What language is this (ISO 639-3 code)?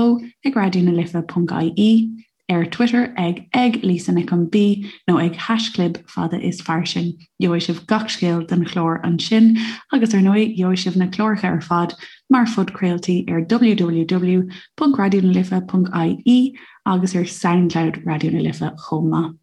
gle